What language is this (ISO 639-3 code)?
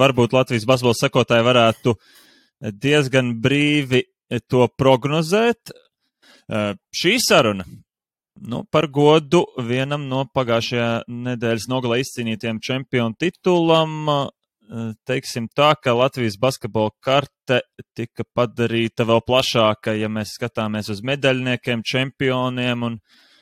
lav